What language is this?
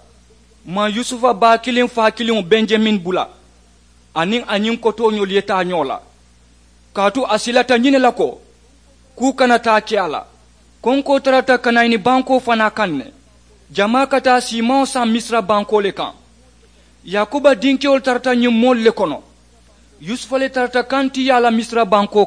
Mandingo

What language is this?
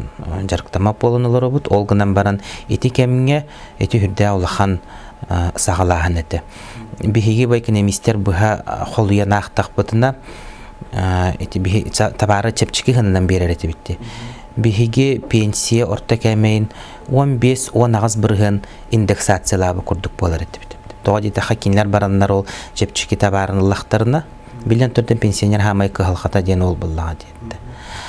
Yakut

